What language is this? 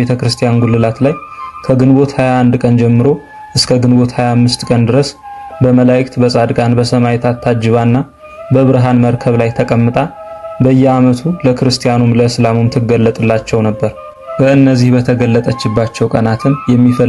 Amharic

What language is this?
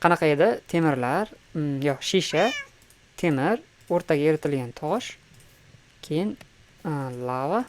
Uzbek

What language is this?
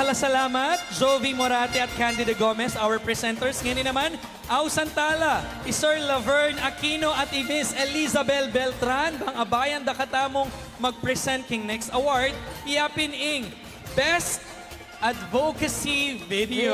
Pampanga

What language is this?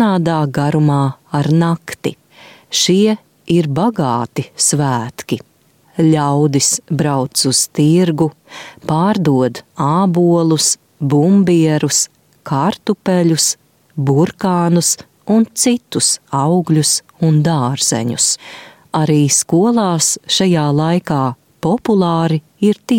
Latvian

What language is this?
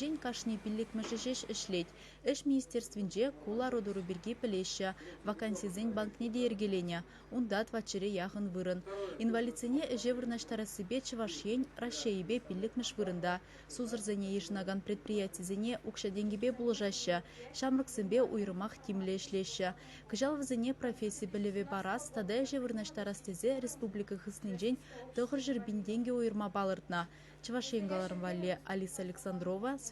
Chuvash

